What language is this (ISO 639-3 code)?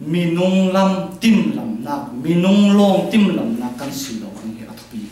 cfm